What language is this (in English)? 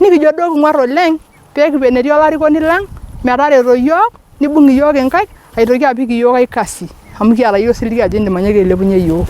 Masai